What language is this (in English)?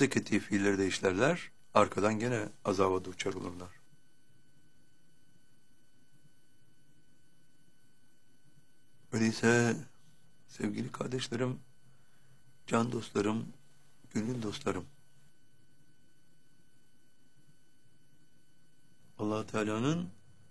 Turkish